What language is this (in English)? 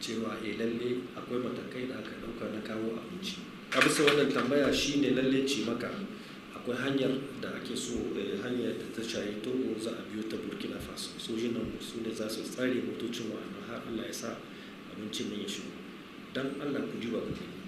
Hausa